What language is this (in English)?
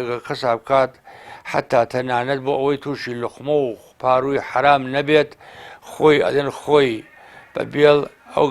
Central Kurdish